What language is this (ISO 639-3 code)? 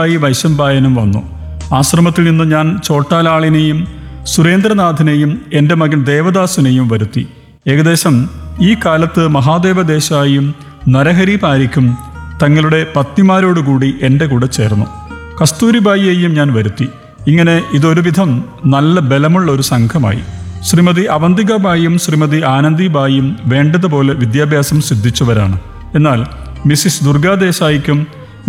mal